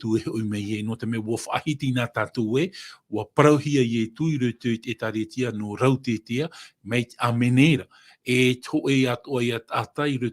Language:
Tahitian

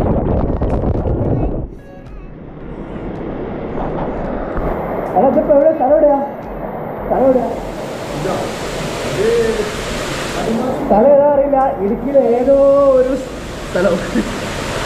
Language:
Malayalam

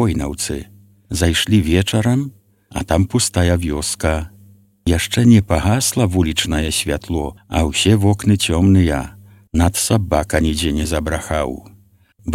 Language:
Belarusian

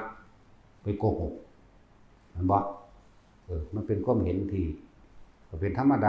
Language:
Northeastern Thai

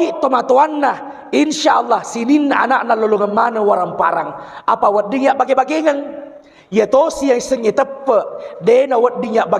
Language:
Buginese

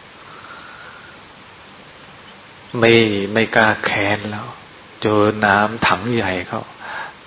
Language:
Thai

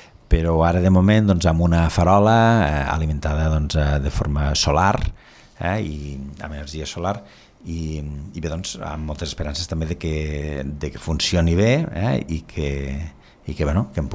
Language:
Catalan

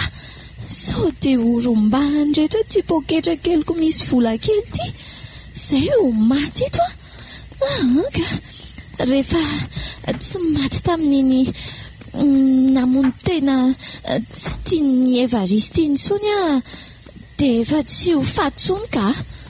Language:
Malagasy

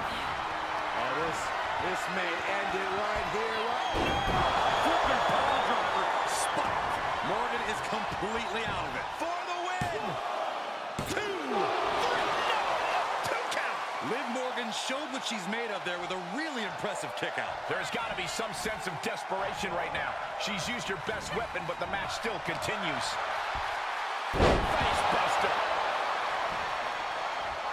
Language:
English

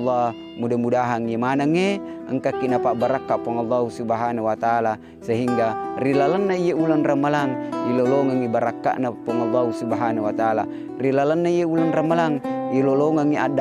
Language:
Buginese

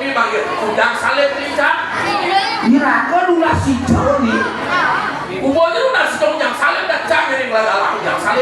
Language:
Balinese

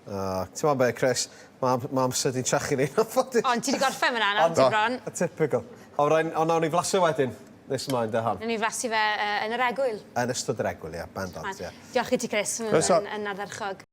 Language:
Welsh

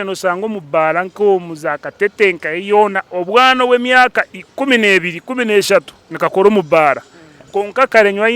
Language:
Nyankole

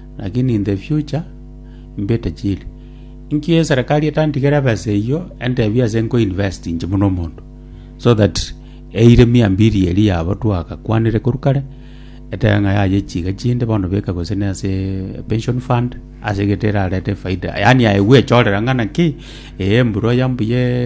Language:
Gusii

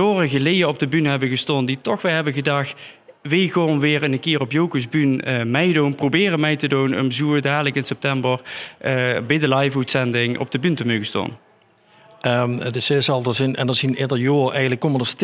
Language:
Limburgish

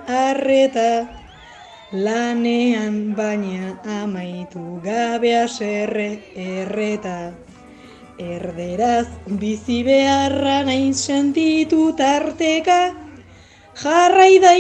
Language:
Basque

